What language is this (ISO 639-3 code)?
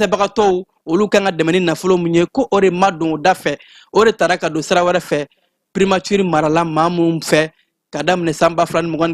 bam